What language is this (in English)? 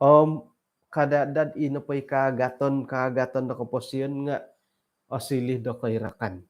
Central Dusun